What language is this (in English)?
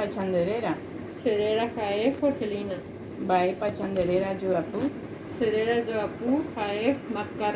Guarani